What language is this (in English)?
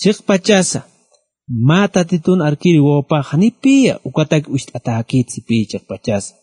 Aymara